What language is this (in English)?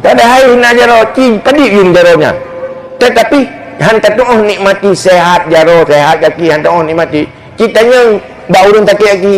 Achinese